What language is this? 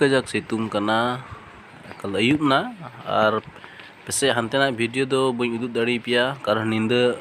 Santali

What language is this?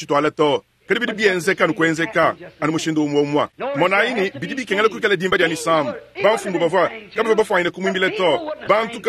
Luba-Lulua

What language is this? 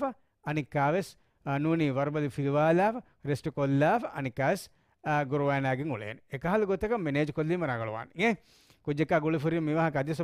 Divehi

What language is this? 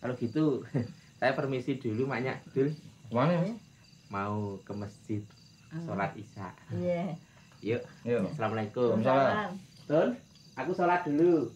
Betawi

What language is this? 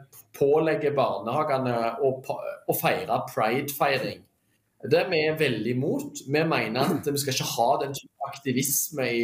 Norwegian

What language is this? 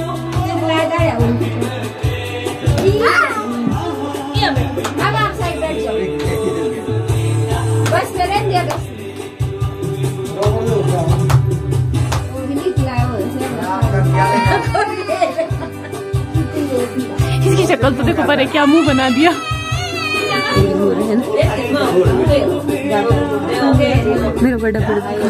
Hindi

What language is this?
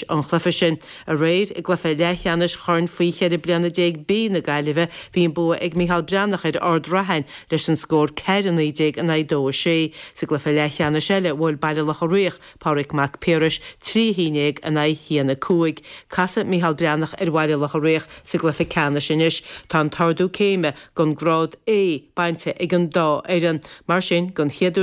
Irish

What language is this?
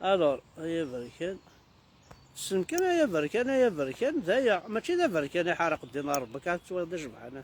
Kabyle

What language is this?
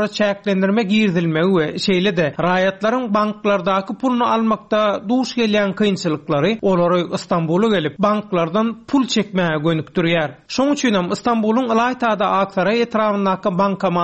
Turkmen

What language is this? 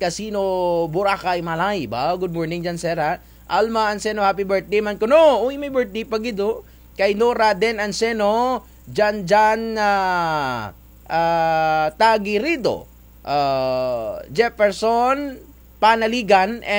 Kinaray-a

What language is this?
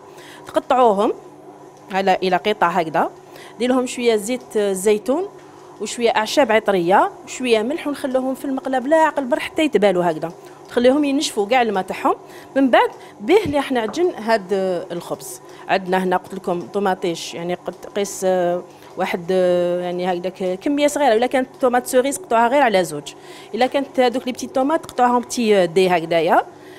Algerian Arabic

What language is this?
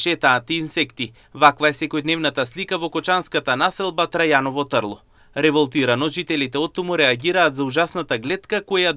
Macedonian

